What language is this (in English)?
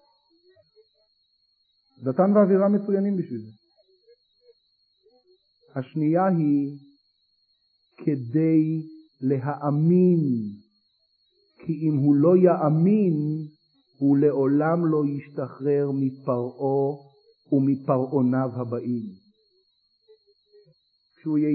Hebrew